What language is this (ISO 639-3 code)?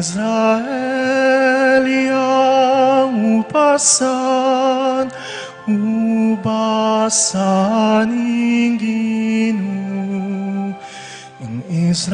pam